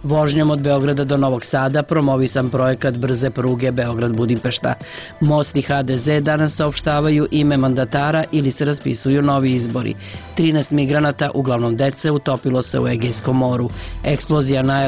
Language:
Serbian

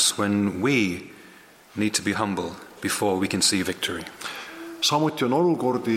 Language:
Estonian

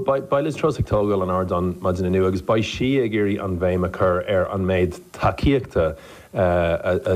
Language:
Irish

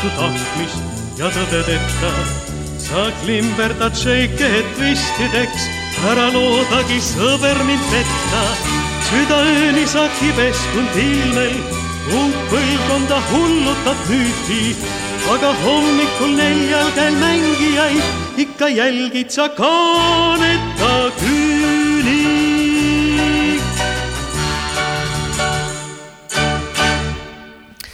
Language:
Estonian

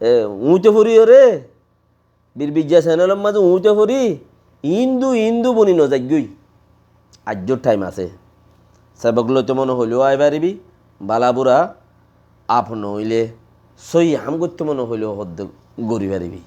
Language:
Rohingya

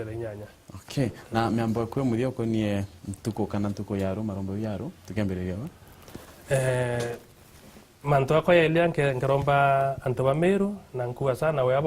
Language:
Meru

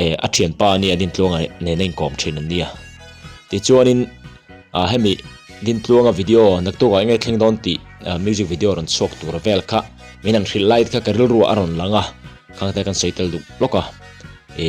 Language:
Mizo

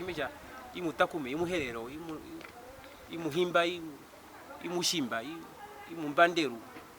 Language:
Herero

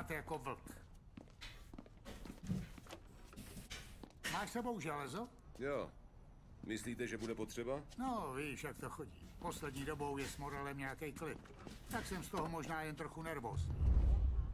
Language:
Czech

